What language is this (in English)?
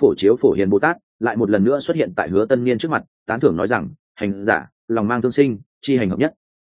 Vietnamese